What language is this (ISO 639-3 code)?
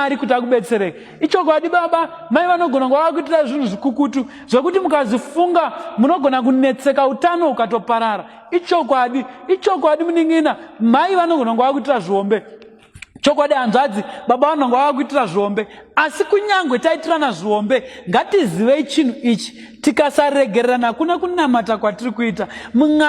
sna